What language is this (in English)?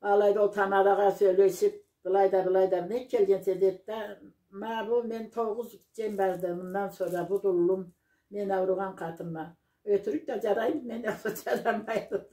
Karachay-Balkar